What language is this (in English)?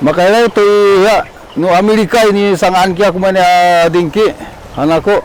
Sakizaya